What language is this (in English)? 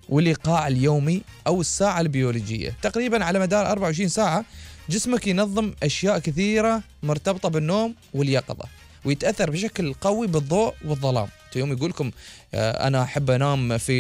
Gulf Arabic